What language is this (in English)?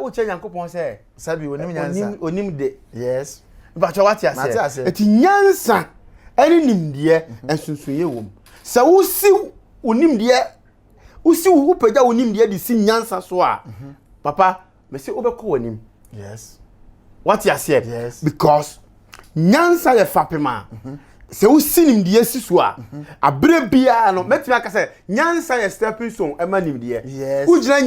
Akan